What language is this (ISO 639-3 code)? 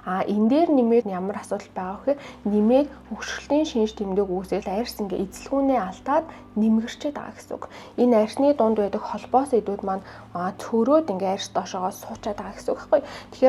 mon